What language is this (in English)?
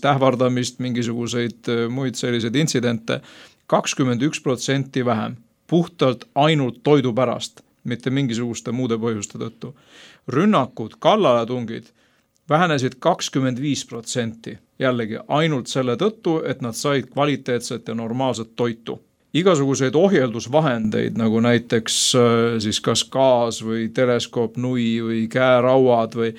Estonian